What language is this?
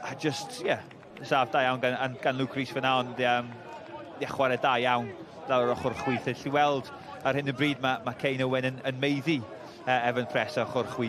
Welsh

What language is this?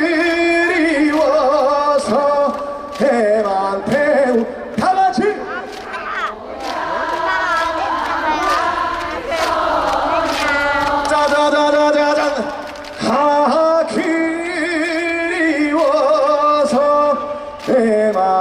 Korean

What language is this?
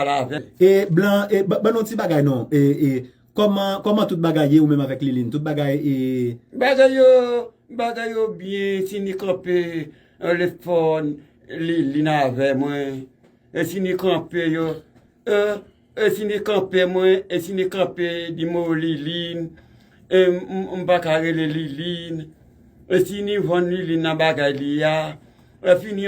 Haitian Creole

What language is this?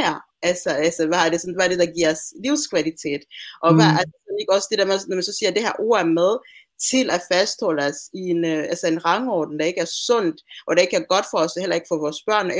Danish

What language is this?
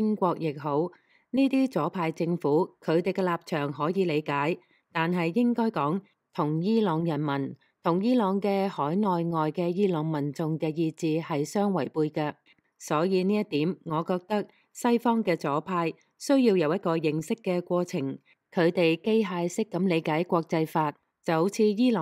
Cantonese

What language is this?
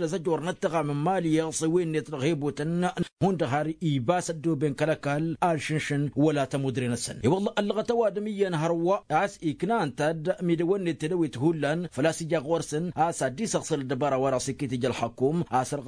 Tamasheq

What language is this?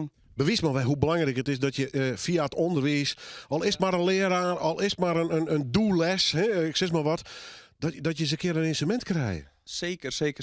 Western Frisian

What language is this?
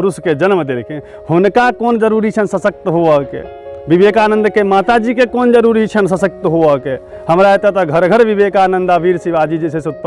Maithili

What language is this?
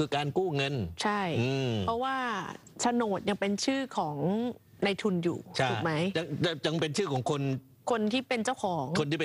Thai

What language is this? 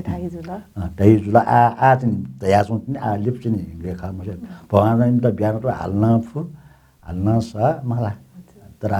Newari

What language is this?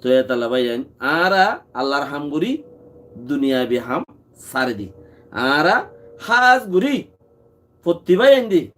Rohingya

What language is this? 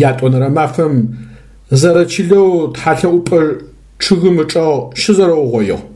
Adyghe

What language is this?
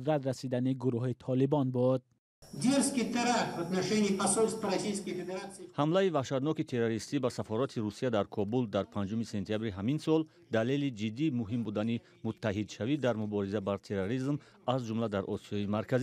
Tajik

